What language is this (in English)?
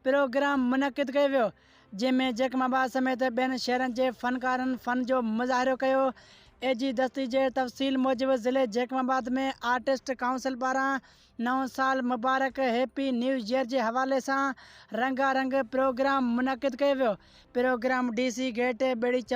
Sindhi